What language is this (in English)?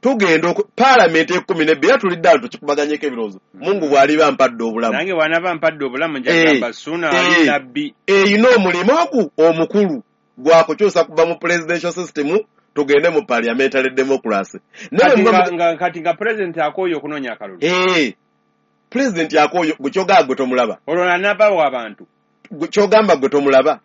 Ganda